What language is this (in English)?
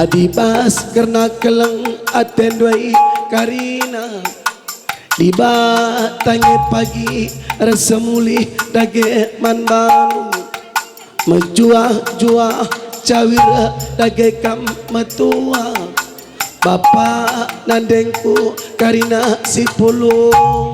Batak Karo